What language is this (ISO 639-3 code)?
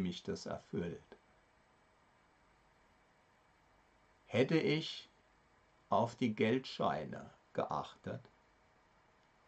deu